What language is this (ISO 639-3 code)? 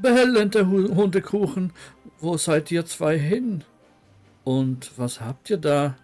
gsw